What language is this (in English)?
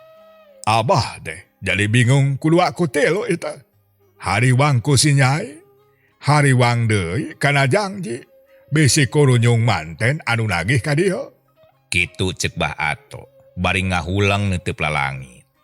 Sundanese